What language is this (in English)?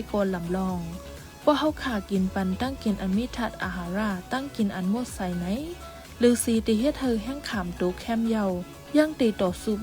Shan